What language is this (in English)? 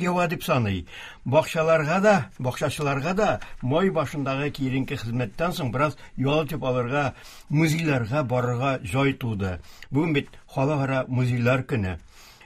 Tatar